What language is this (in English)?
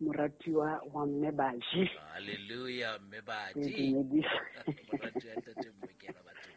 Southern Sotho